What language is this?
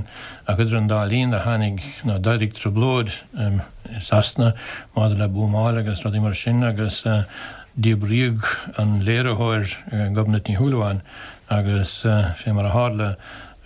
Irish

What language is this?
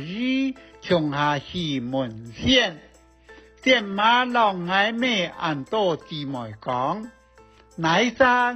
Hakka Chinese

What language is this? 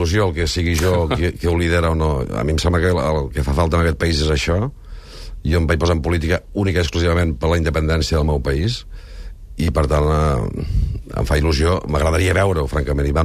Catalan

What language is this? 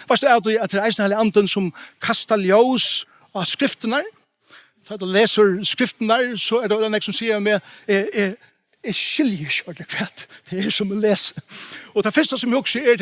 Faroese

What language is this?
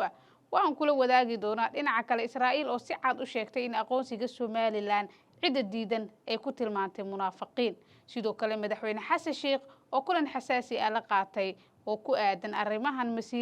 Somali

